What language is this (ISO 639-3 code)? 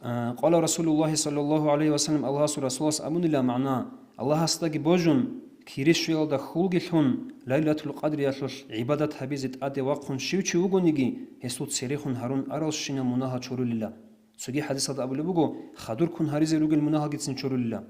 ava